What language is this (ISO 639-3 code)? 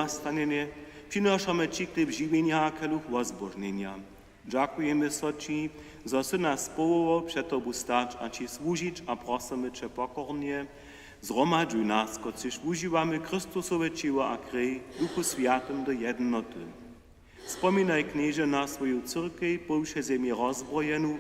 hsb